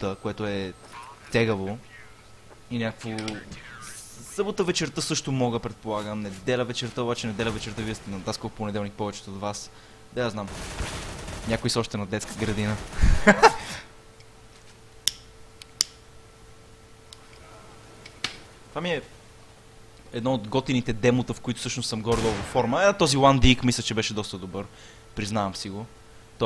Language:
Bulgarian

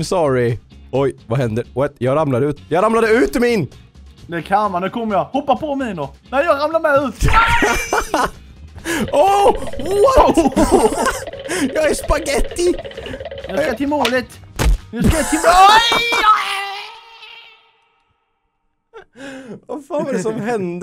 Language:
Swedish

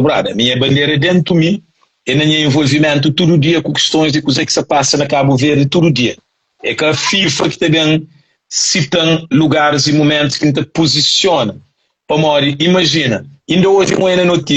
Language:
Kabuverdianu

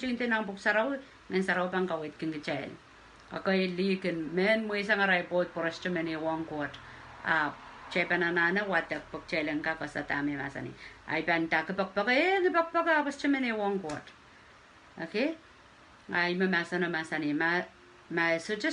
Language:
Pohnpeian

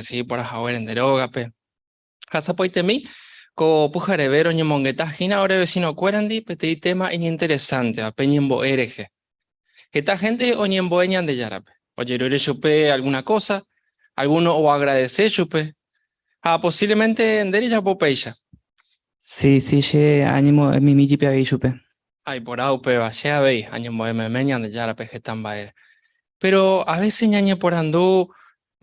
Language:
Guarani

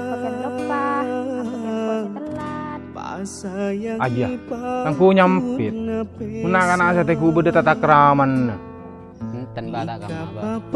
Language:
Madurese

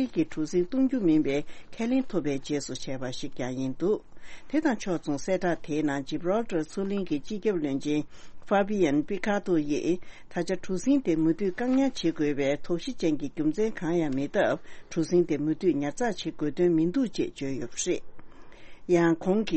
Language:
Tibetan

